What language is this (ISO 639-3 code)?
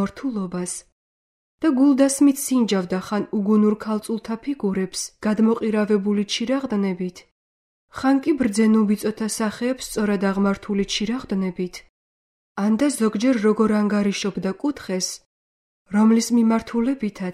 kat